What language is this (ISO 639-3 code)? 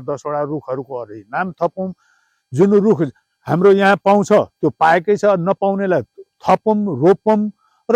nep